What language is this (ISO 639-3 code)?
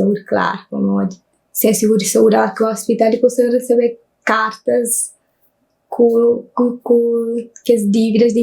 kea